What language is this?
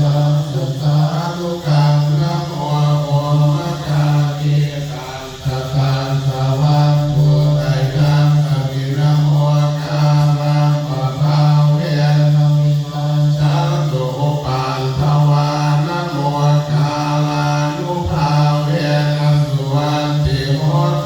Pali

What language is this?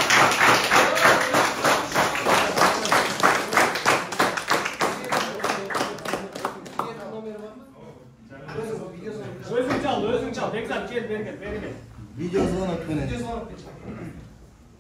Kyrgyz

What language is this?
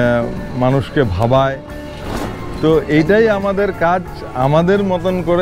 Bangla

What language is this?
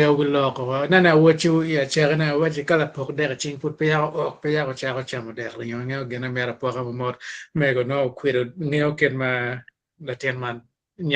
Acoli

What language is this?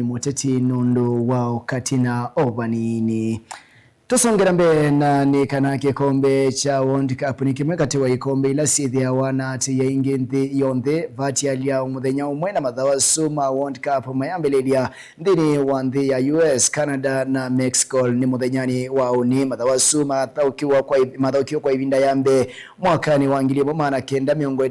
Kamba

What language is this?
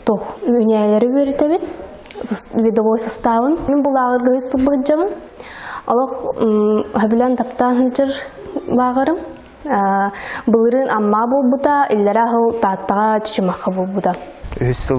Yakut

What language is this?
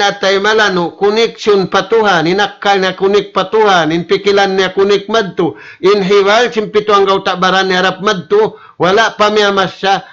Tausug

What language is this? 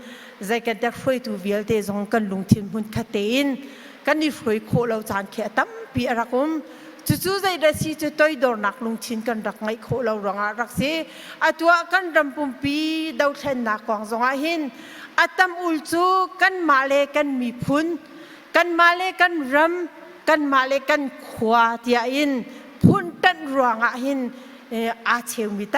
Hakha Chin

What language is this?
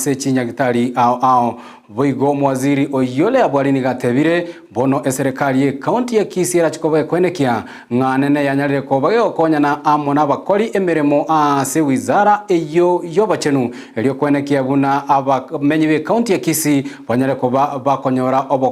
Gusii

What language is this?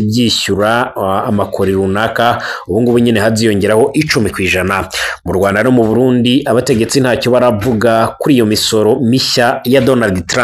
Rundi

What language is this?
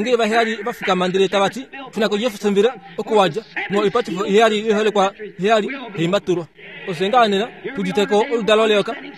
Kuanyama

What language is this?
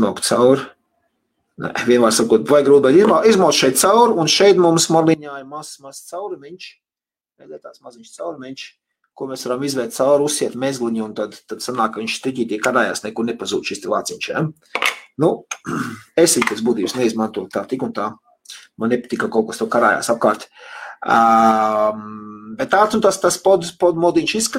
Latvian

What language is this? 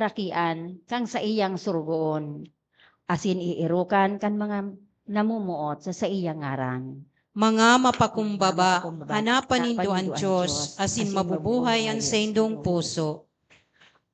Bikol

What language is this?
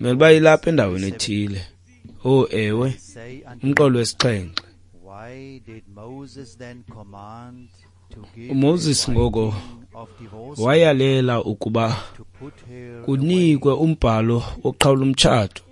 Xhosa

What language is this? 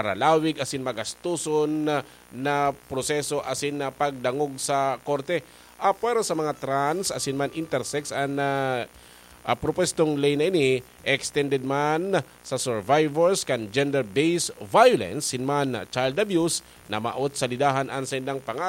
Bikol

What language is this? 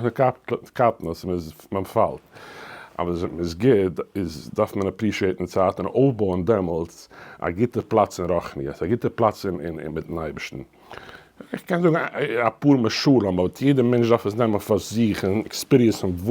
Yiddish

